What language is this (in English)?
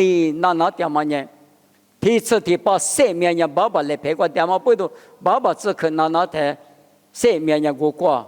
Lisu